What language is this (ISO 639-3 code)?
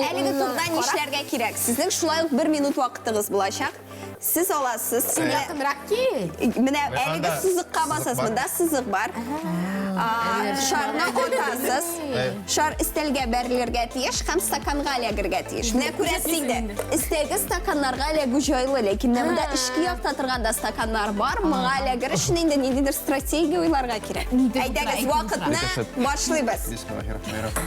tat